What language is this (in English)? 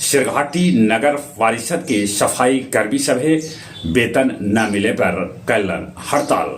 Magahi